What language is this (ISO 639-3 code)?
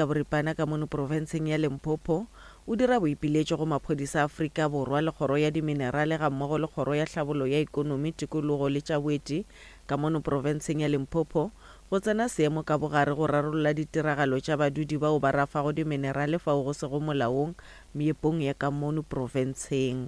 nso